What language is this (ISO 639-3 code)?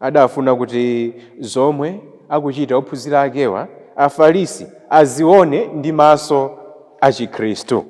nya